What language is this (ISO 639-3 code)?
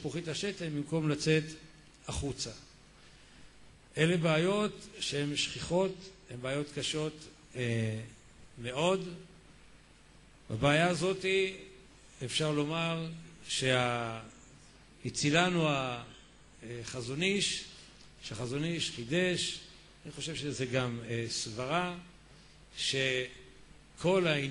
heb